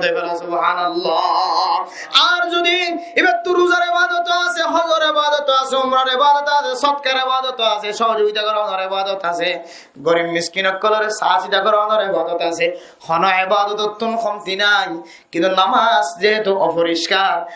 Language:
Rohingya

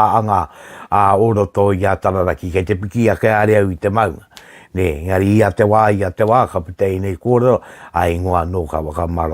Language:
Māori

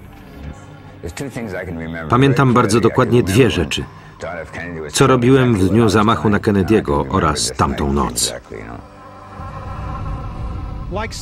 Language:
Polish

